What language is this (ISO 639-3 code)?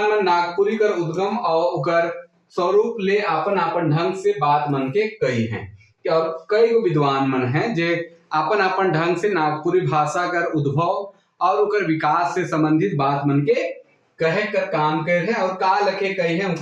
sck